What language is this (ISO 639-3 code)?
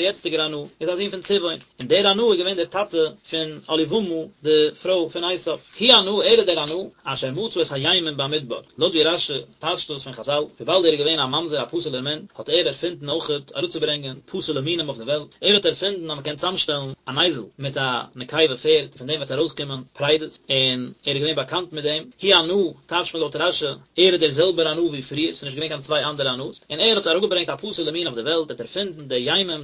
yid